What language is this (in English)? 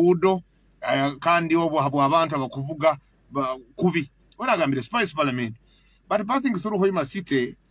Nyoro